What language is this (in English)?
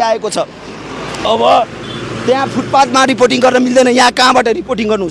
Nepali